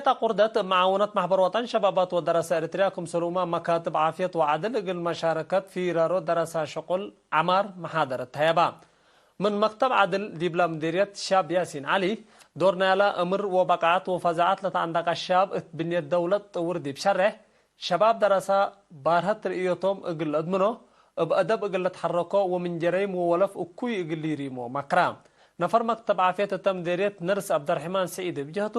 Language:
Tigre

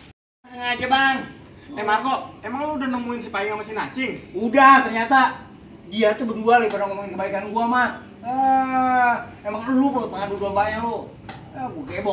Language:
Betawi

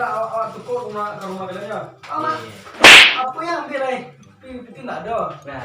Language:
Minangkabau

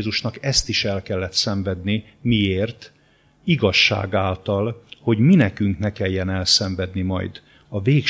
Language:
Hungarian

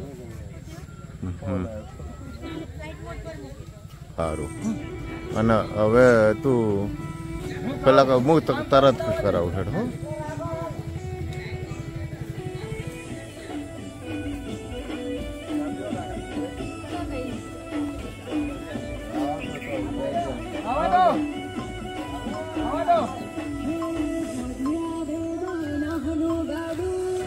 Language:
Gujarati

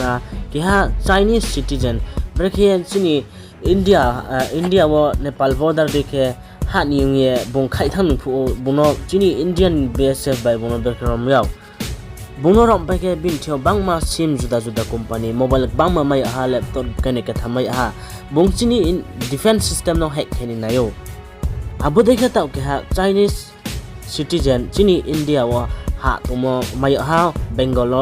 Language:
Riang (India)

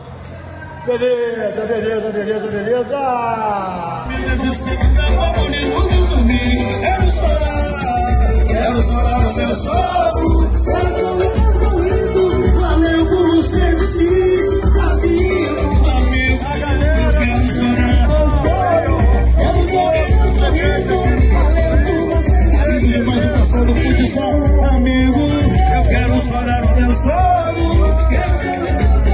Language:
Portuguese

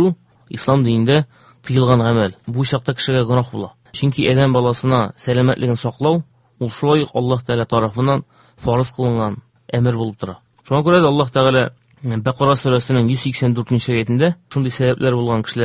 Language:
Tatar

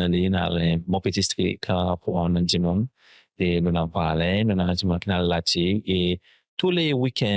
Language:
Seselwa Creole French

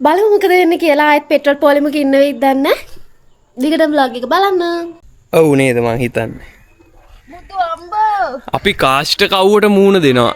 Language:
Sinhala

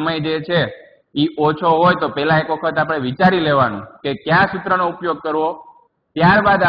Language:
Gujarati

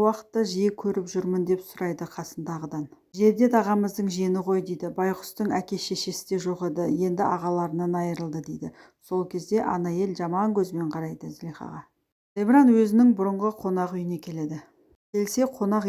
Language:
Kazakh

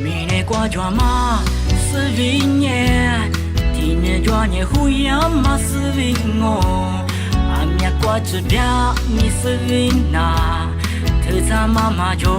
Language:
Lisu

